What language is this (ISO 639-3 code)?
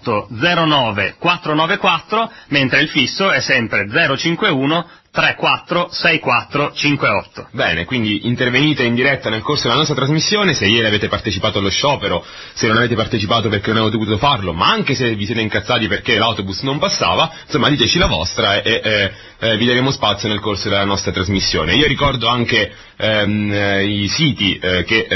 ita